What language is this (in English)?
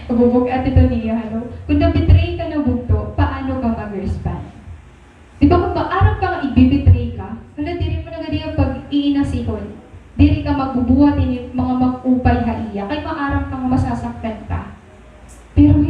Waray